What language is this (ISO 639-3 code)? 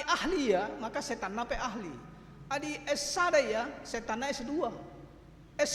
btx